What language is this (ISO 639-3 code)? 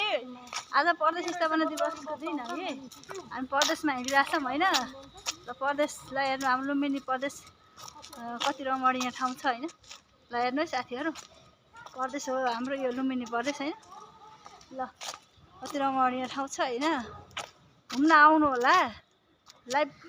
nep